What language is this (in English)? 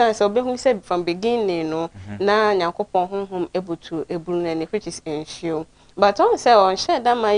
Akan